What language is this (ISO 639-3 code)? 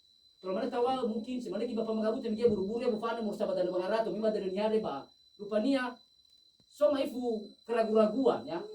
nia